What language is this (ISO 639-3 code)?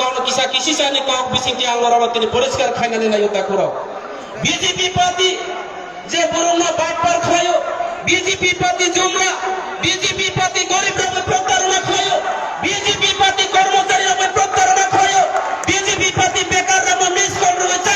trp